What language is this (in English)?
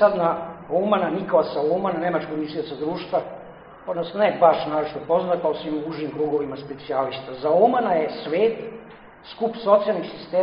Serbian